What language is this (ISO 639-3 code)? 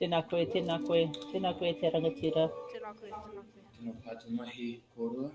mri